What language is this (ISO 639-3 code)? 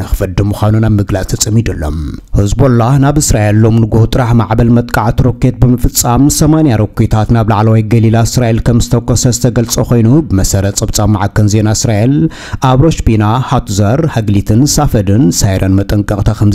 tir